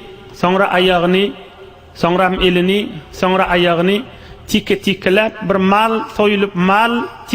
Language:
Turkmen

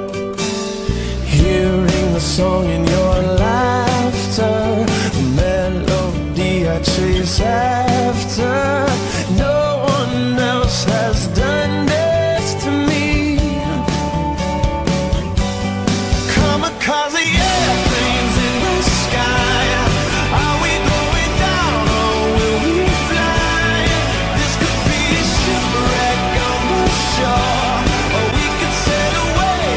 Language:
English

